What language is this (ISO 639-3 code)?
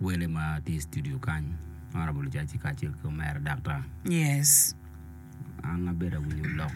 ach